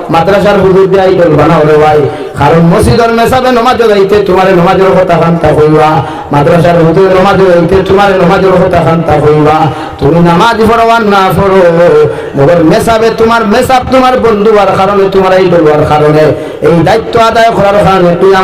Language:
Sylheti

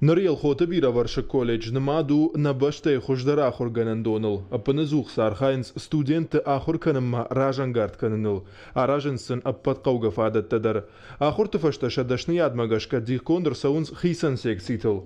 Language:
Ossetic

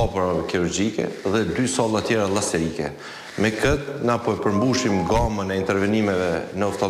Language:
Albanian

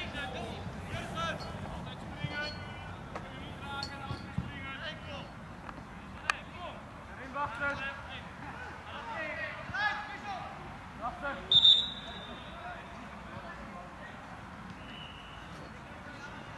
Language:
Dutch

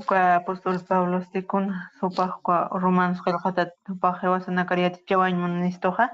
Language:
Aymara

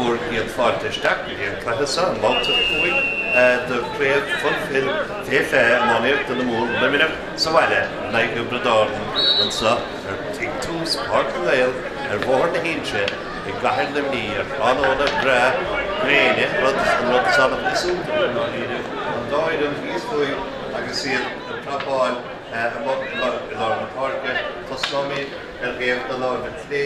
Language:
Irish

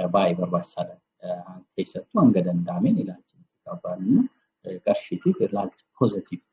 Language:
Oromo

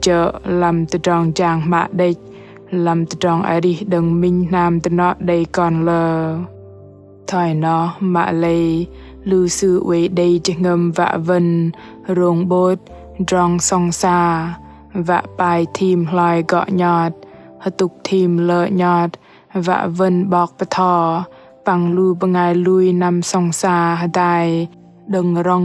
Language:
Bahnar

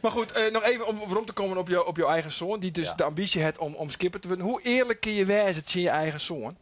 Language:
Western Frisian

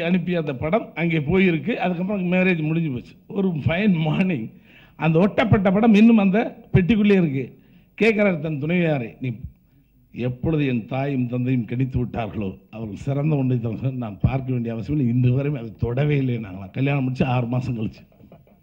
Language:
Tamil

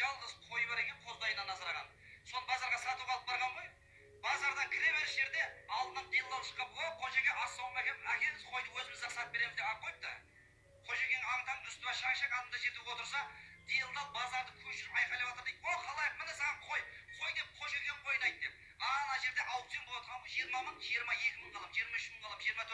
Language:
Kazakh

